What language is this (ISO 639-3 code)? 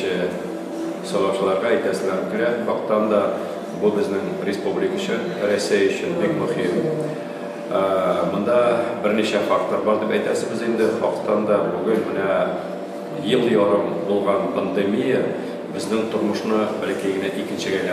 tat